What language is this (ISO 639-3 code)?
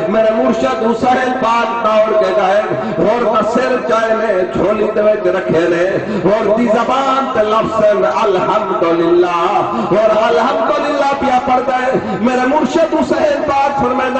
skr